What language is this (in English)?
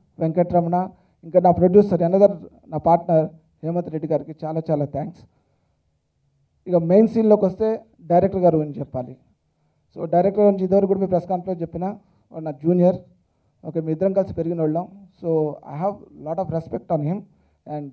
Telugu